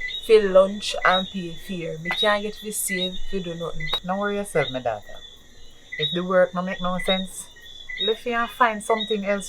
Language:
Jamaican Creole English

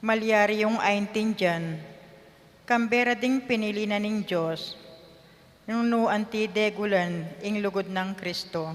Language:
Pampanga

